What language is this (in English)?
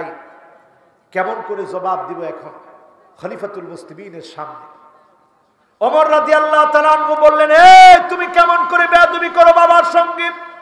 Bangla